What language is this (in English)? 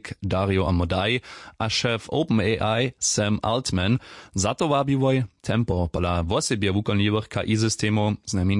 Upper Sorbian